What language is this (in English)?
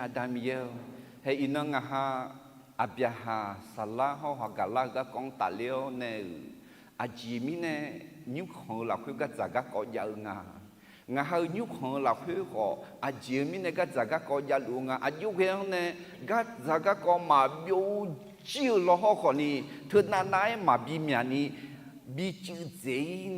Akha